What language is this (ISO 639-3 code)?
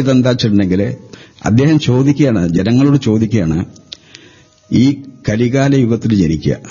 mal